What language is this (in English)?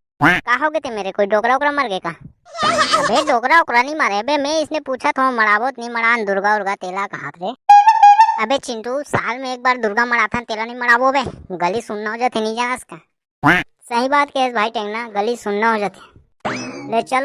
Chhattisgarhi